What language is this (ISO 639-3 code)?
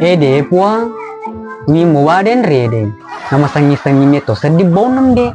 bug